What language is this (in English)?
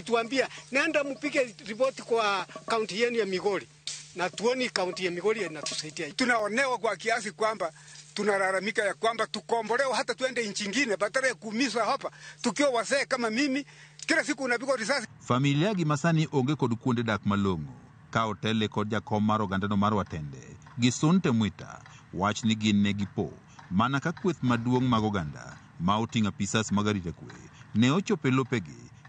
Luo (Kenya and Tanzania)